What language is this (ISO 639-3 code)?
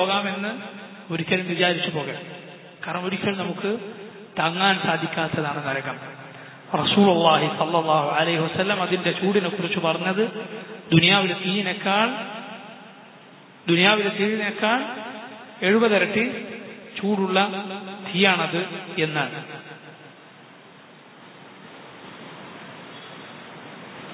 mal